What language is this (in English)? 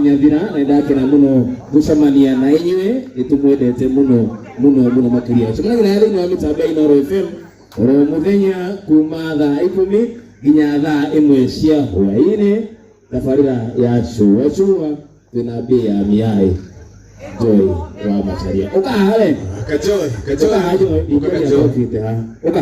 Kikuyu